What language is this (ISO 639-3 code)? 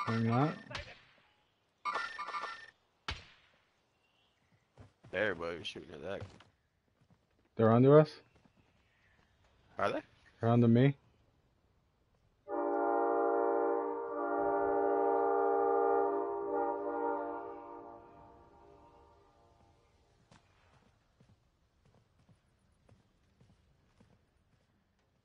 eng